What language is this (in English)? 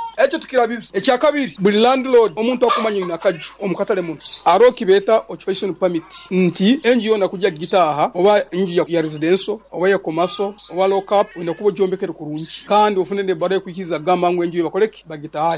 Nyoro